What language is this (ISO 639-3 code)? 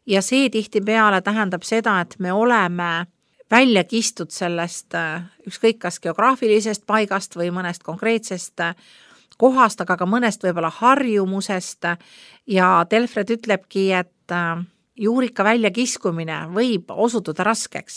est